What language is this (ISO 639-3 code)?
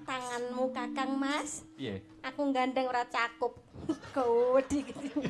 jav